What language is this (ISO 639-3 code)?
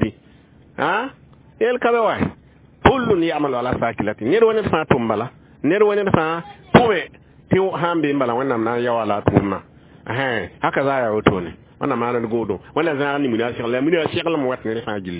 mos